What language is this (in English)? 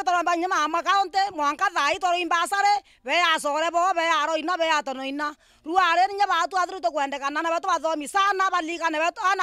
Meru